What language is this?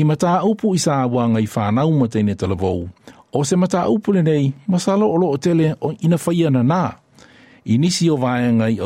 Samoan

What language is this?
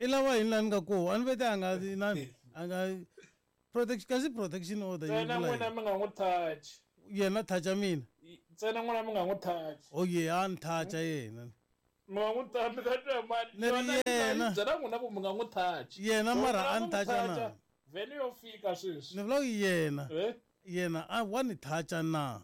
Tsonga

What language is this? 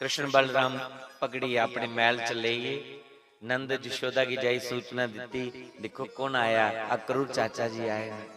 Dogri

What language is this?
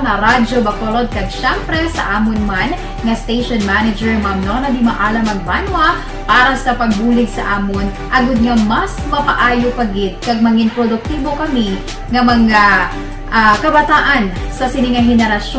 Hiligaynon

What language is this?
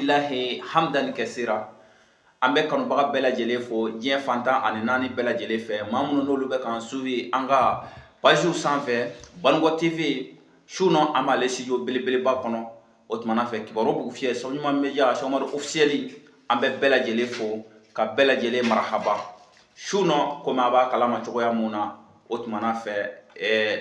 Bambara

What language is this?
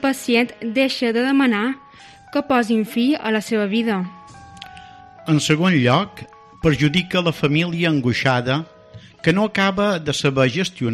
Catalan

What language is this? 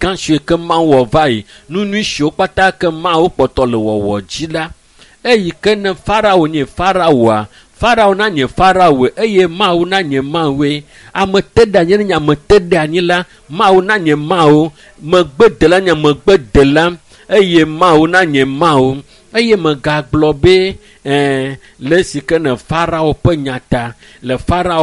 Ewe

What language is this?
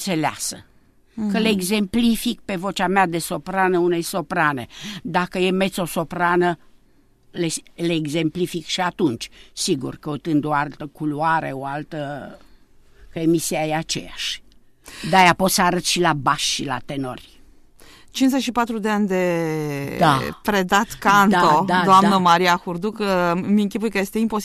Romanian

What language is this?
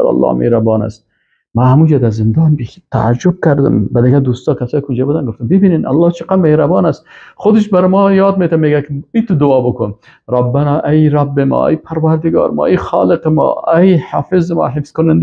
Persian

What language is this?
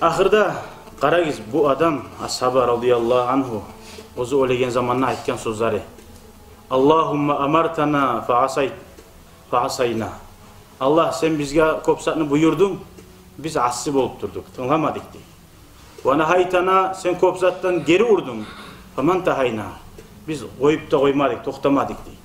Kumyk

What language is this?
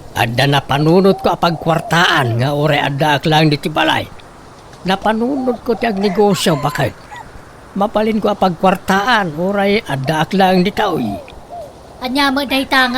Iloko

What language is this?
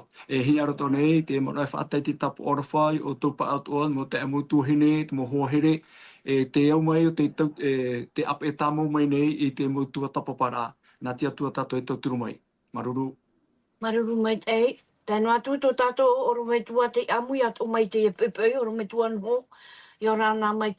Tahitian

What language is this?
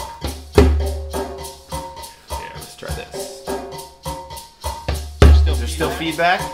English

